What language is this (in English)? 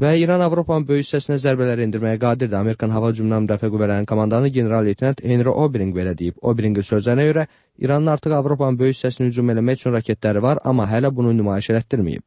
Azerbaijani